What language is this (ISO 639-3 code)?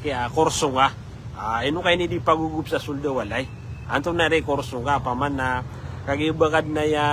mrw